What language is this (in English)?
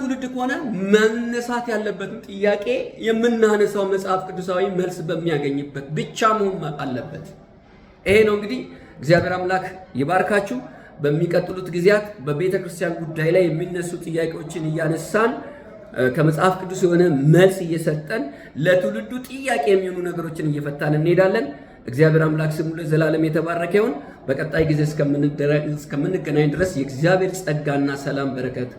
Amharic